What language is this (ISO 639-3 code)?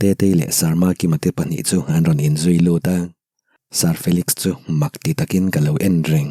lus